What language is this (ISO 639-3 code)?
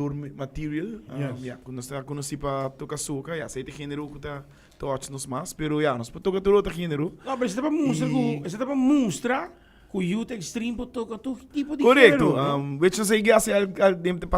pap